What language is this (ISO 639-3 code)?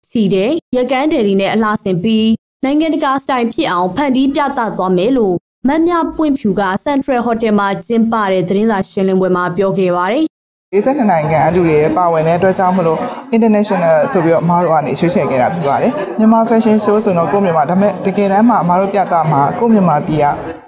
mya